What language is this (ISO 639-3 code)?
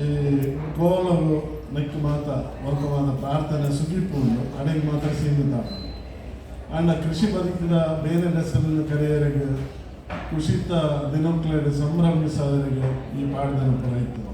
tcy